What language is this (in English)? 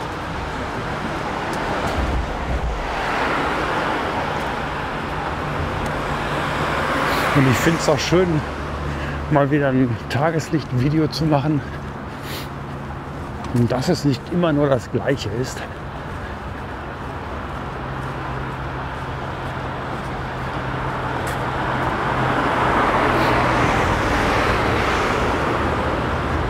German